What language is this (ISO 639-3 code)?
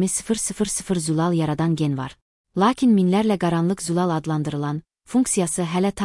aze